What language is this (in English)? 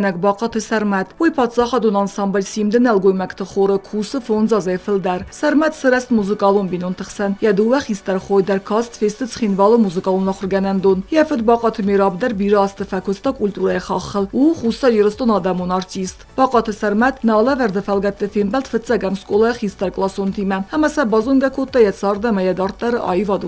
Ossetic